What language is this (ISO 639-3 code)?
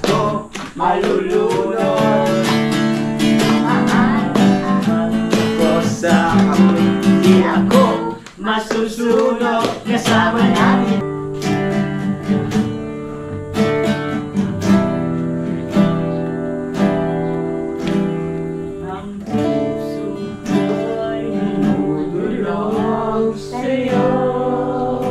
fil